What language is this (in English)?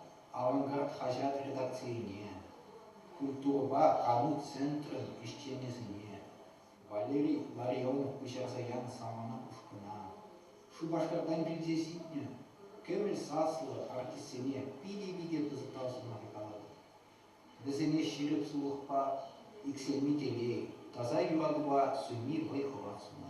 Chuvash